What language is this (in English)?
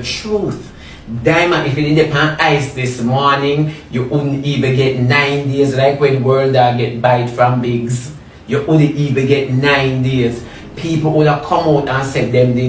Jamaican Creole English